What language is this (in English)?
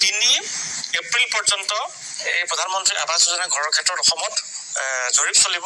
Assamese